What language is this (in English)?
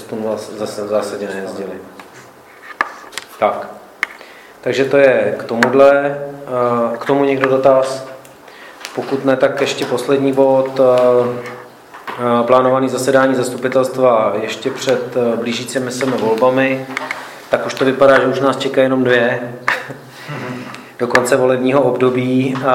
Czech